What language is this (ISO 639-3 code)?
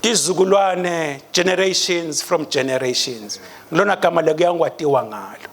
ssw